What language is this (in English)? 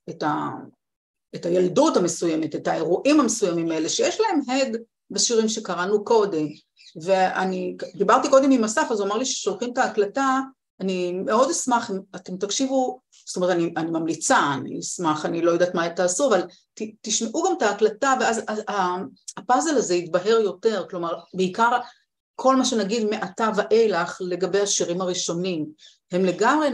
Hebrew